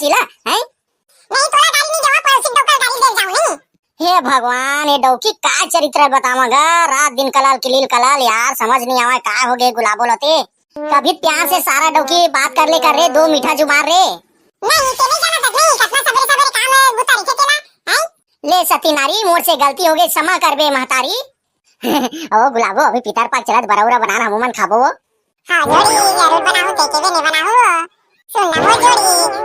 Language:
Chhattisgarhi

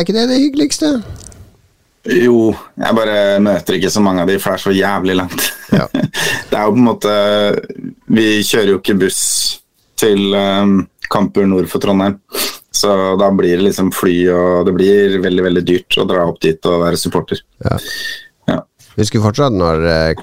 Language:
Norwegian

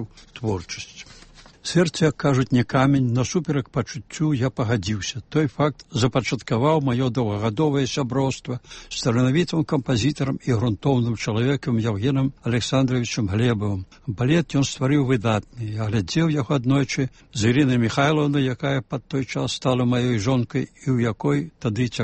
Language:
Belarusian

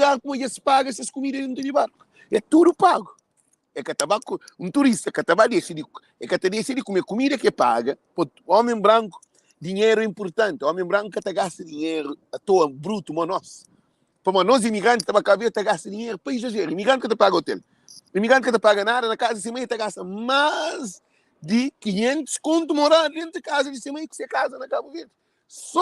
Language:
Kabuverdianu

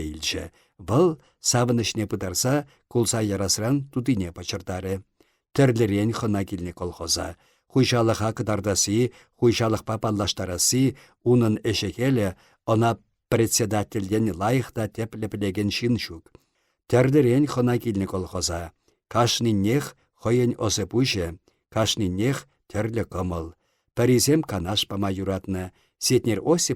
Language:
Chuvash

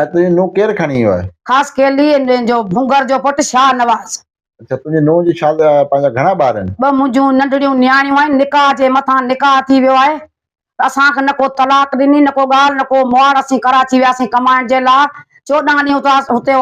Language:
Sindhi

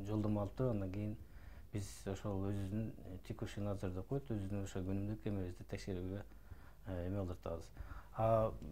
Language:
Kyrgyz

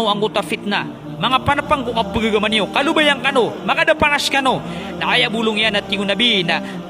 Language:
Maranao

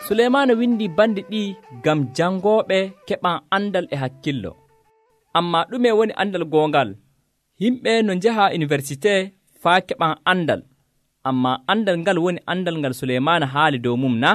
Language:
Nigerian Fulfulde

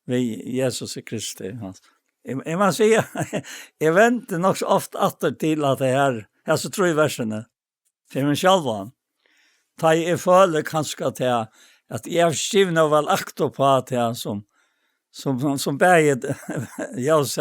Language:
Faroese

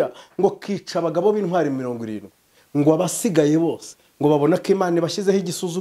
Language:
Kinyarwanda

